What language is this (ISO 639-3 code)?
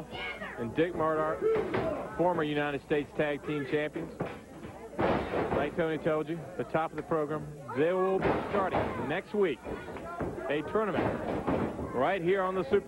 eng